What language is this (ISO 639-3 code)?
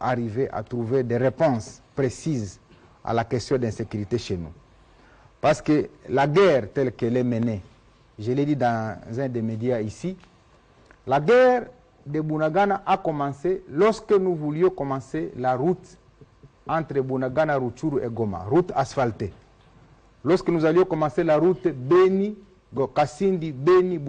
fra